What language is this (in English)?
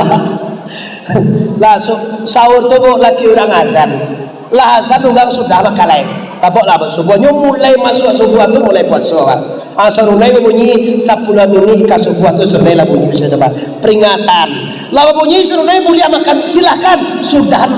Minangkabau